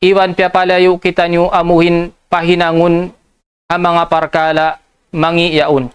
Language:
Tausug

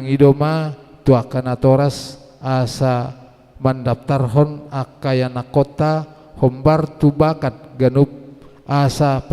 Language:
Batak Toba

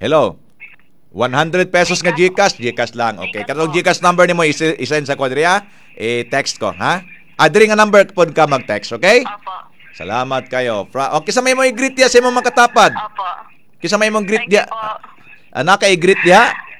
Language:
Cebuano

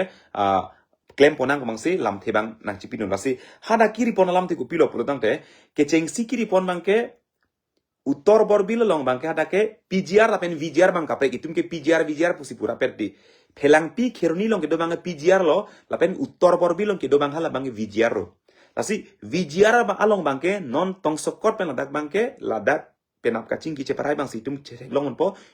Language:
Karbi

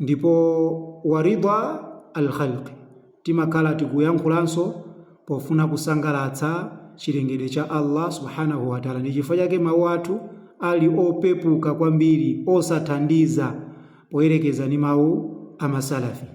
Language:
Nyanja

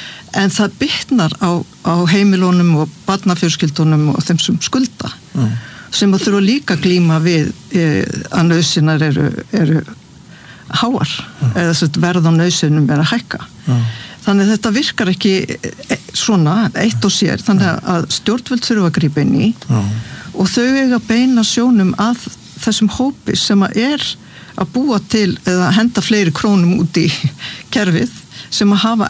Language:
Icelandic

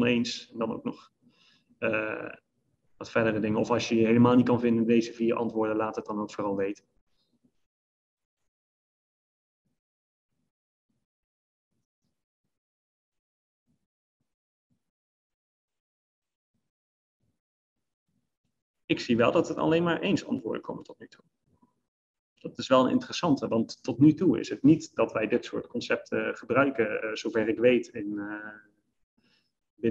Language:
Dutch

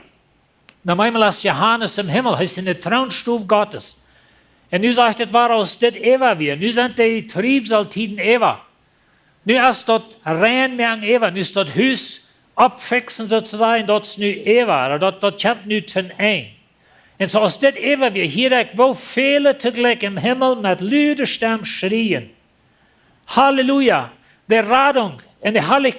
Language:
Plautdietsch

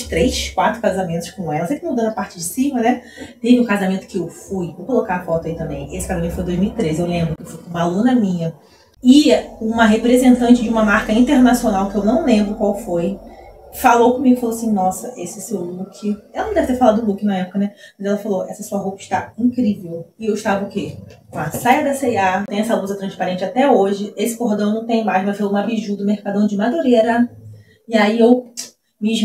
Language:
Portuguese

